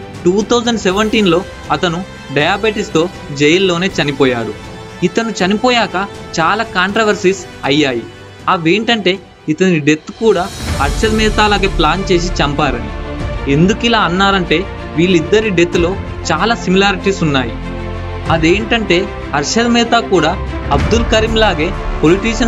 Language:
Telugu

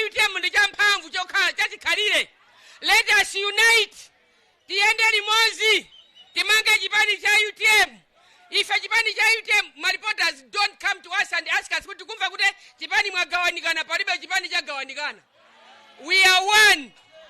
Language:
Nyanja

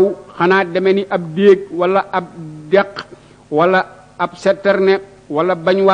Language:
Wolof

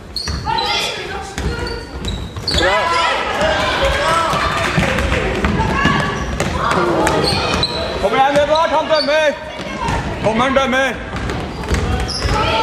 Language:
Norwegian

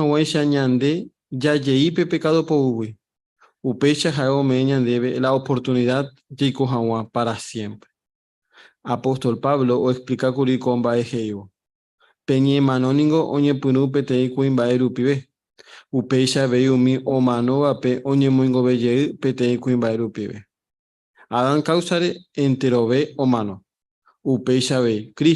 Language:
Guarani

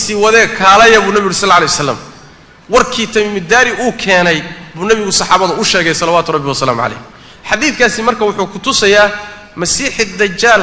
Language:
Somali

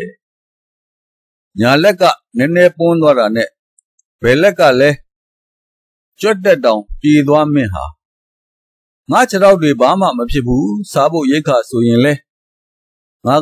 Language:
Burmese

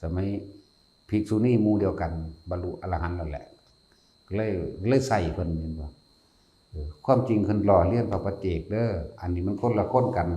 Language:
Lao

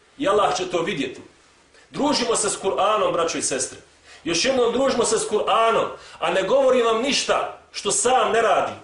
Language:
Bosnian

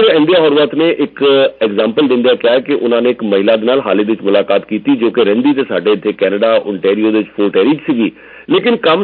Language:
Punjabi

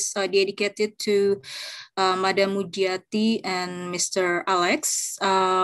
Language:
Indonesian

